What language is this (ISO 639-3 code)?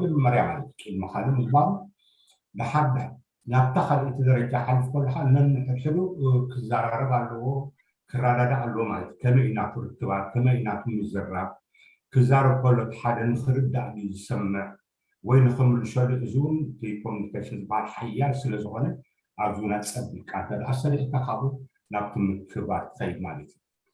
tir